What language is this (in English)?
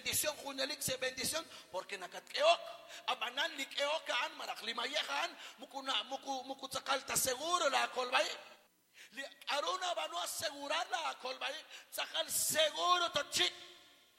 Kekchí